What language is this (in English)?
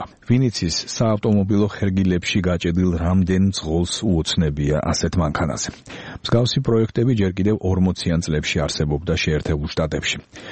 Georgian